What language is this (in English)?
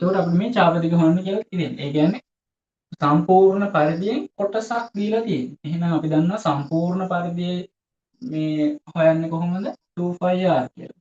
Sinhala